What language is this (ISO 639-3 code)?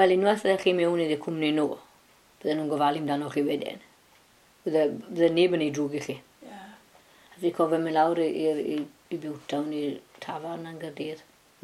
cym